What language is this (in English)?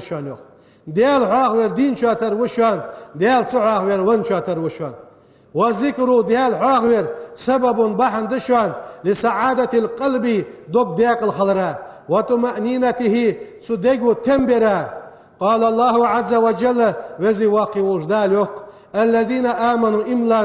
Ingush